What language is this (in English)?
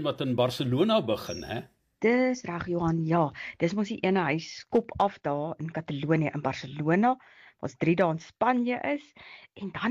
Afrikaans